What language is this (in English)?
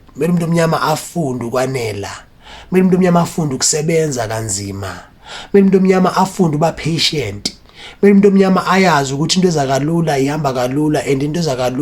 Zulu